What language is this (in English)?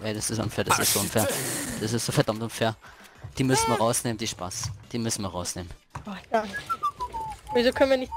Bavarian